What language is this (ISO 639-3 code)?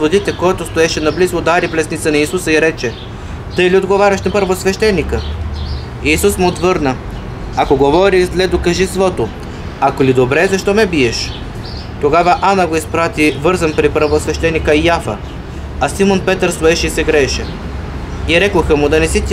bul